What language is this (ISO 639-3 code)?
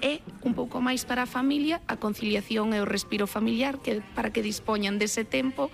glg